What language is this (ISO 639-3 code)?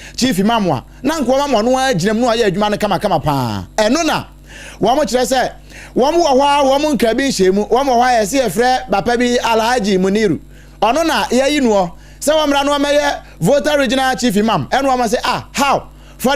aka